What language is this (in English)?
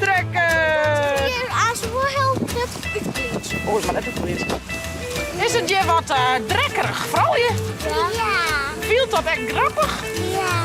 Western Frisian